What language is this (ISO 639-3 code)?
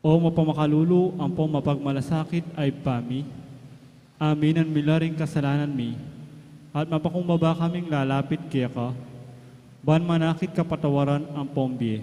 pam